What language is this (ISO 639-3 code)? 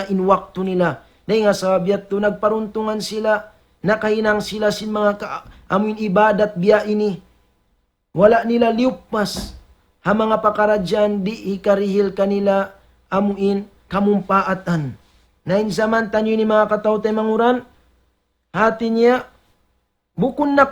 tsg